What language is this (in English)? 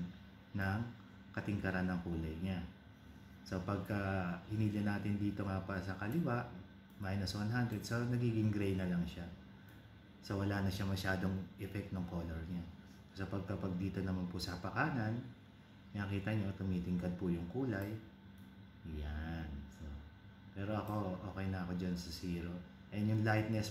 Filipino